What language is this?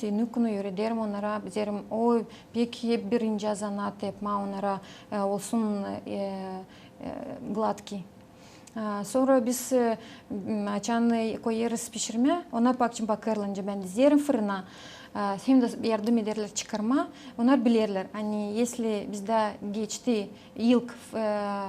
Gagauz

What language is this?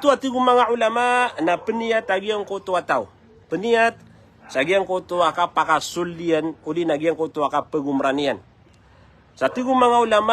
Maranao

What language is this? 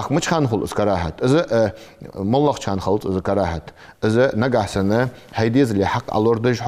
Ingush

